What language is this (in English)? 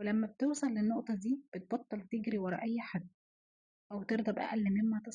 Egyptian Arabic